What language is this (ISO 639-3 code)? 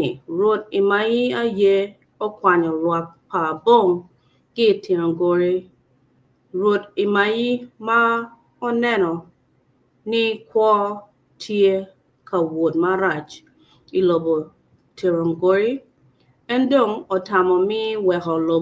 ach